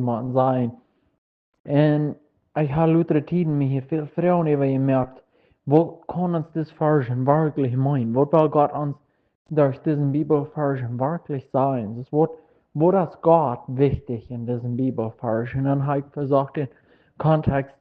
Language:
Plautdietsch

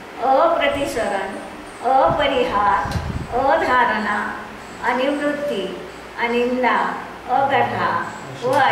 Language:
Marathi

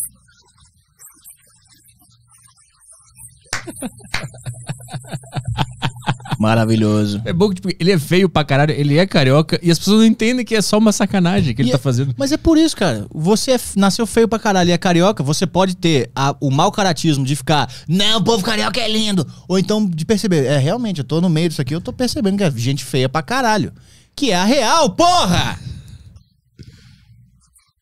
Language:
Portuguese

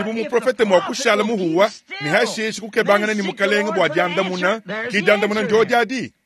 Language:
Luba-Lulua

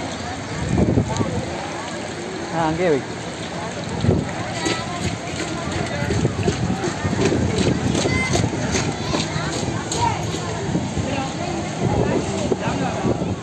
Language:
Tamil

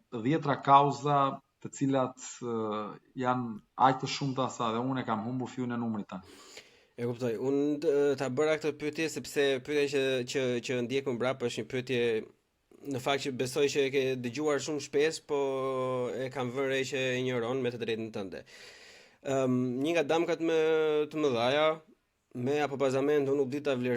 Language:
Albanian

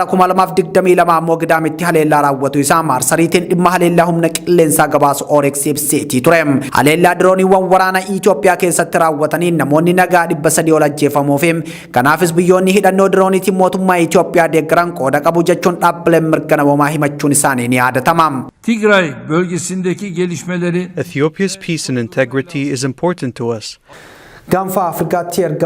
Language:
Oromo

